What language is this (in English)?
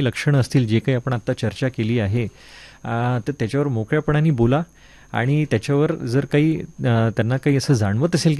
Marathi